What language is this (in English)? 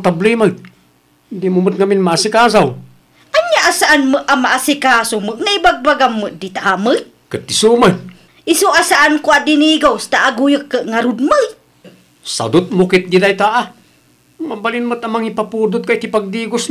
Iloko